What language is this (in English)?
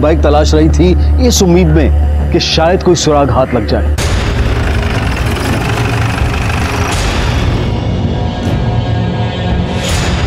Hindi